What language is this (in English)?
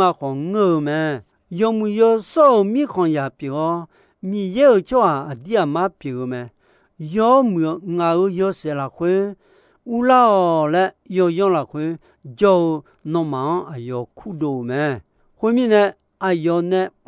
Akha